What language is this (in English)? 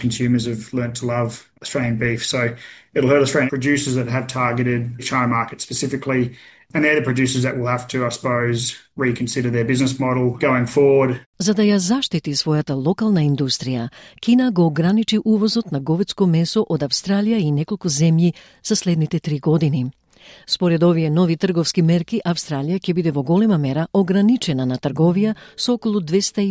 Macedonian